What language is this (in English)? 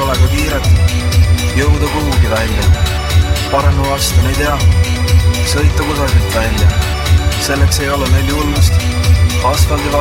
Estonian